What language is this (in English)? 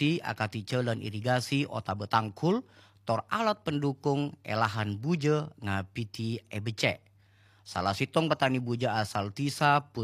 Madurese